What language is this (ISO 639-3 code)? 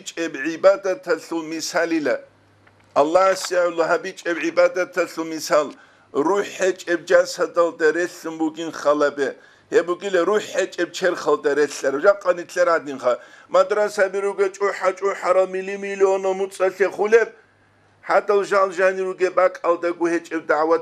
ava